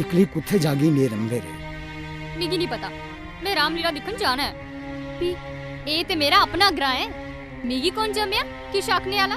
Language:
Dogri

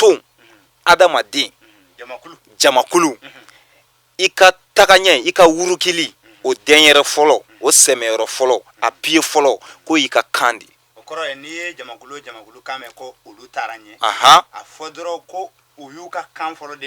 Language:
Bambara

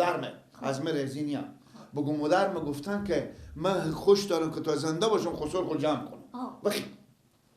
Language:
Persian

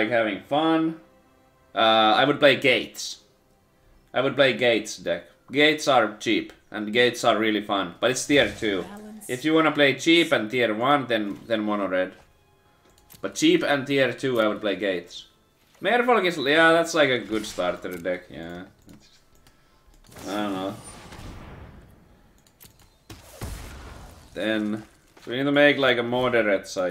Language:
English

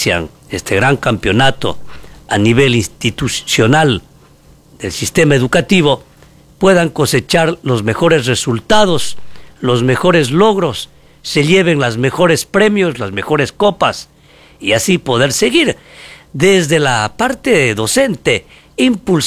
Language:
Spanish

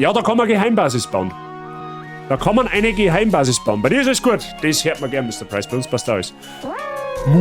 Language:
Bavarian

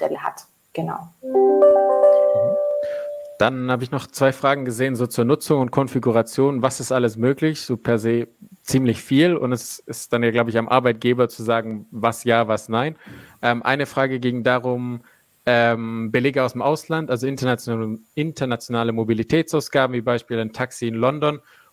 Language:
German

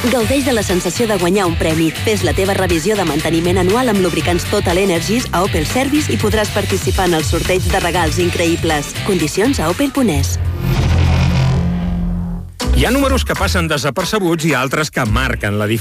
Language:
Catalan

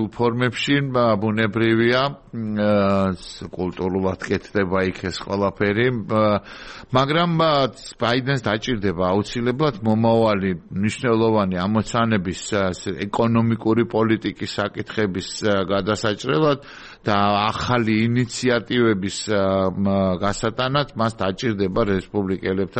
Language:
Georgian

